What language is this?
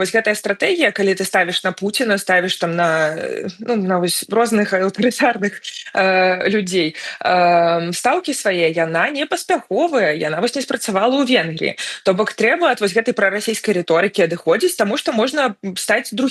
Belarusian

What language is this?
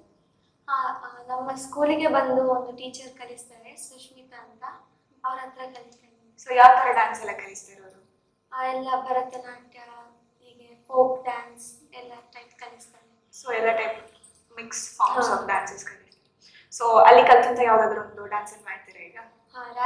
Kannada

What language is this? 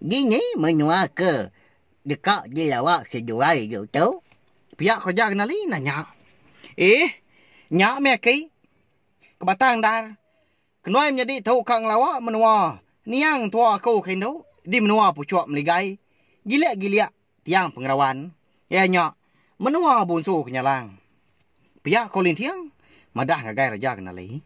Iban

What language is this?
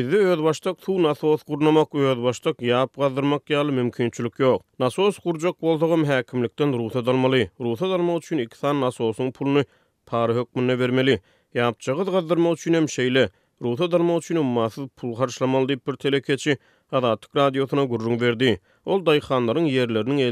Turkmen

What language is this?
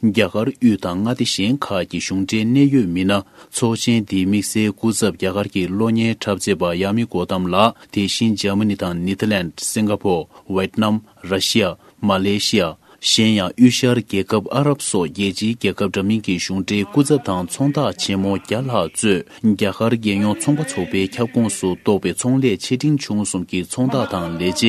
Tibetan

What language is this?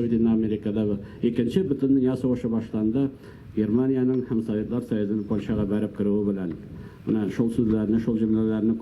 Tatar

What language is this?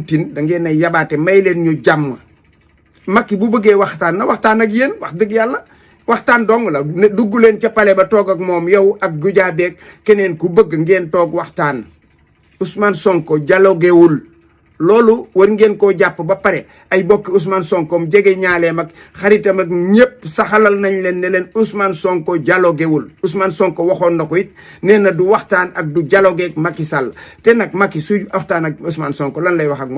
Wolof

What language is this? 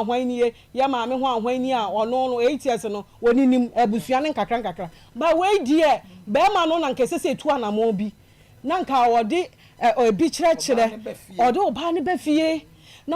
Akan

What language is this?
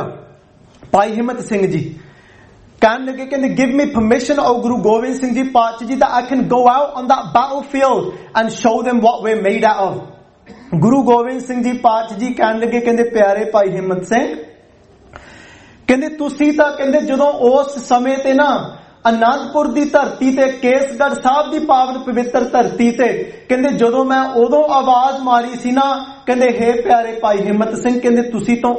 Punjabi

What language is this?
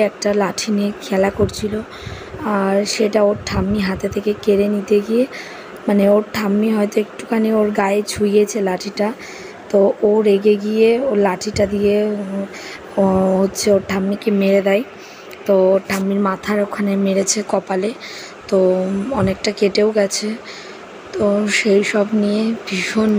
Bangla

